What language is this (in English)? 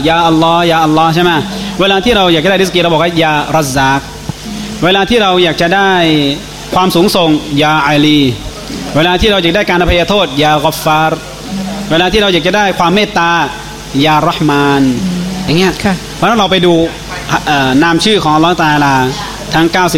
Thai